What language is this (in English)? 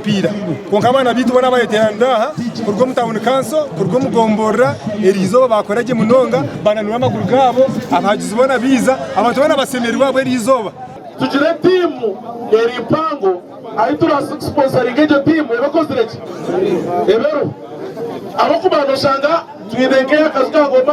Nyankole